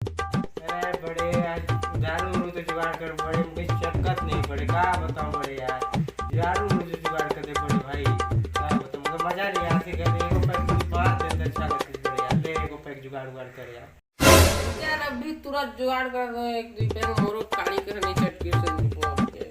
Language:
Chhattisgarhi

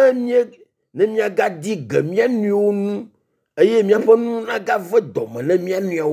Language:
Ewe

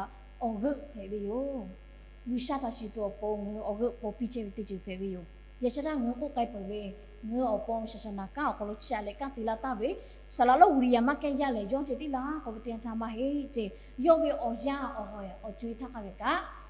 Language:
Lahu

